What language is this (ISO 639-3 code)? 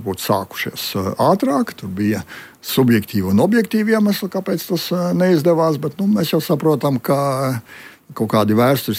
lav